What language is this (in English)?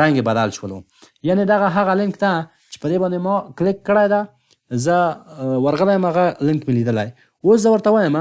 Pashto